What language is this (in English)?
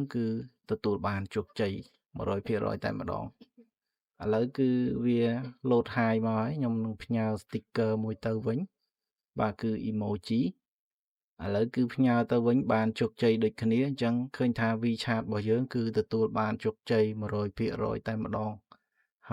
Khmer